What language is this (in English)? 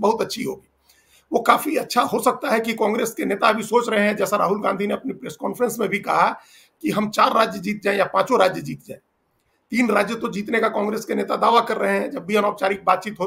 Hindi